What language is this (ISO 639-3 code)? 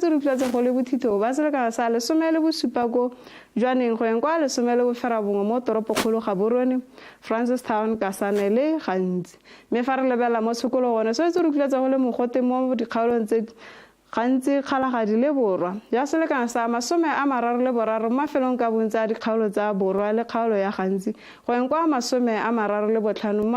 tsn